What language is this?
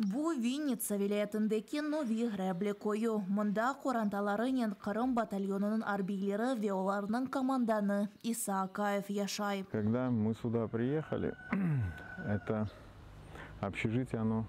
Crimean Tatar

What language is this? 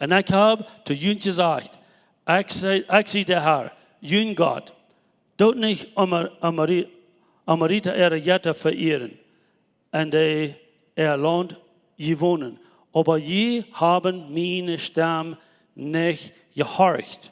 Plautdietsch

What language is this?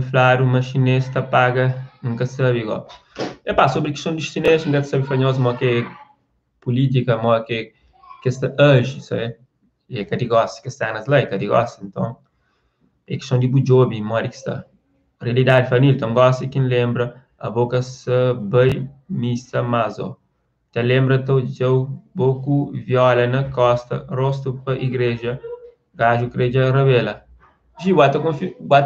Kabuverdianu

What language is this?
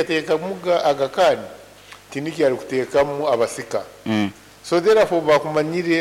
Nyankole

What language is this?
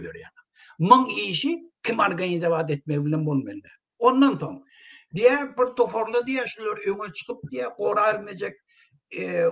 Turkmen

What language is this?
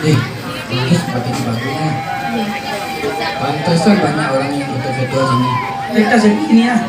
Minangkabau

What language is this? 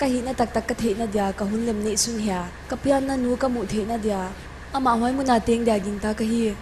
Paite Chin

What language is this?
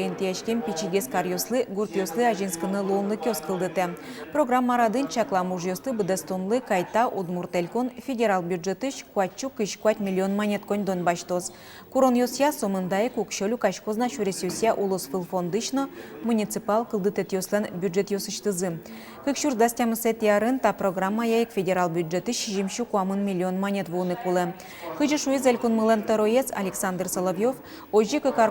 Udmurt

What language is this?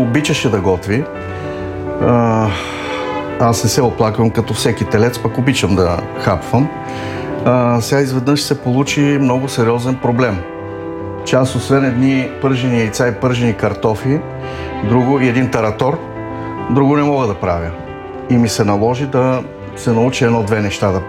Bulgarian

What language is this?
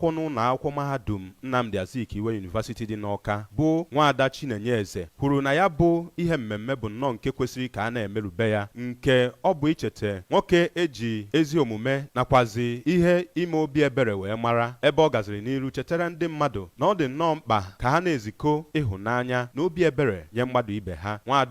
Igbo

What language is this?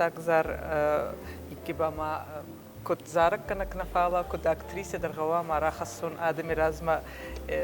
Ossetic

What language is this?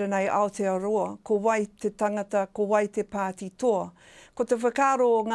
Māori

